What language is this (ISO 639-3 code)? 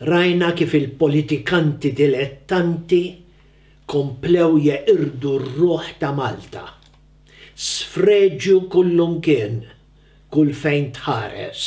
mlt